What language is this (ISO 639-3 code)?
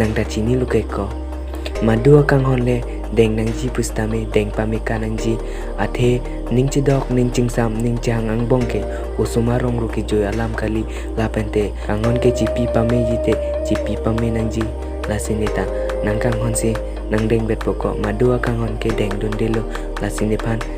mjw